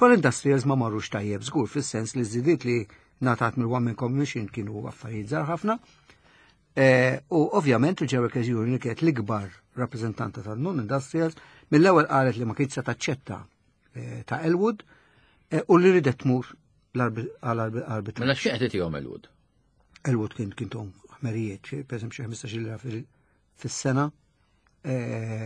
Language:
Maltese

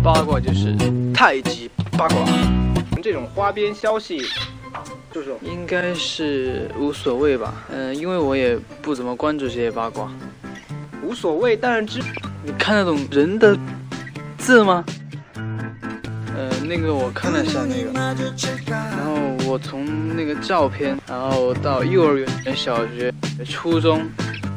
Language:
Chinese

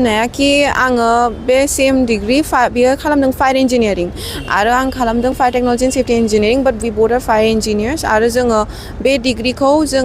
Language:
Bodo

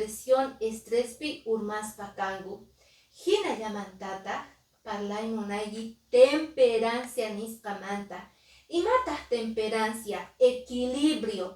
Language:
Quechua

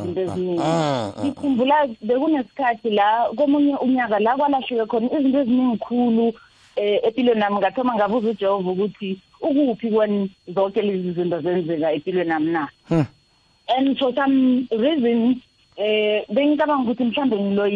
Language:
South Ndebele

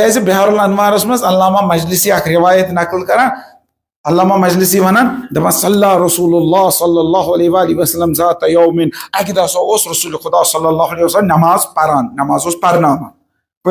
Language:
Kashmiri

